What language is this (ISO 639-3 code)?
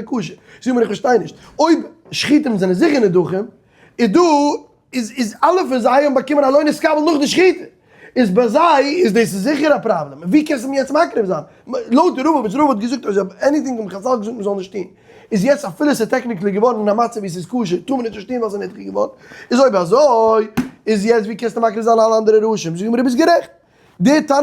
yid